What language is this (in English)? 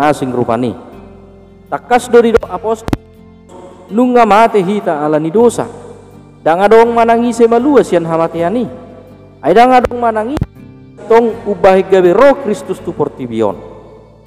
Batak Toba